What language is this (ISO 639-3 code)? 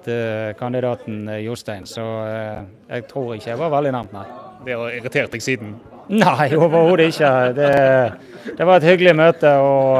nor